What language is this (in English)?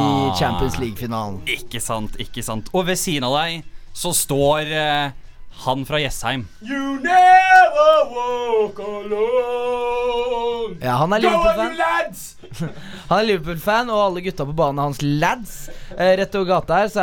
Norwegian